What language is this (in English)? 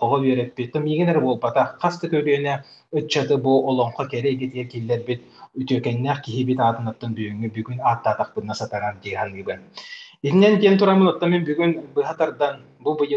Yakut